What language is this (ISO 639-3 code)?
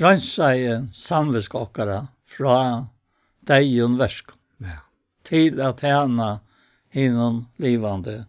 fao